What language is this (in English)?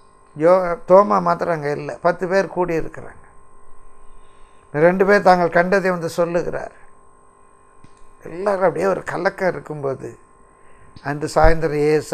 Tamil